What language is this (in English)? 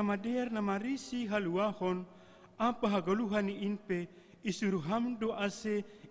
Batak Simalungun